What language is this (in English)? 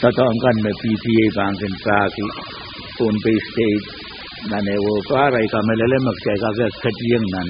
Pohnpeian